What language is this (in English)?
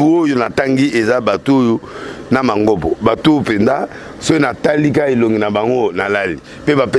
Lingala